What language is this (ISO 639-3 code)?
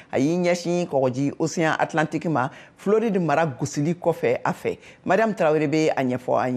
bam